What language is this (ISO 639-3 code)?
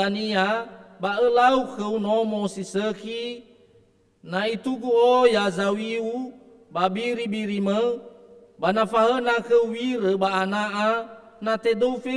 nia